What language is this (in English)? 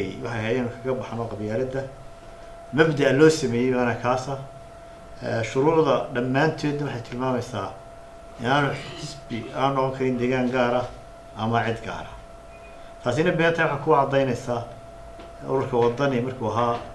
Somali